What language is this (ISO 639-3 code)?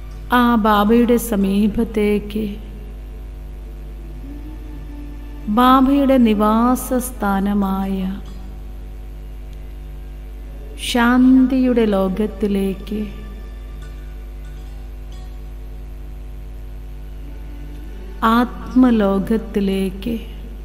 mal